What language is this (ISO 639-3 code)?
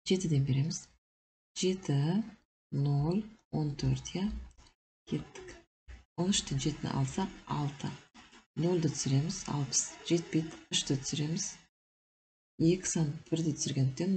kaz